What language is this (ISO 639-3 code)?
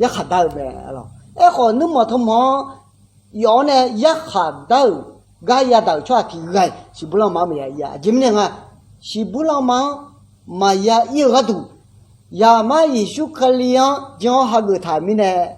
ahk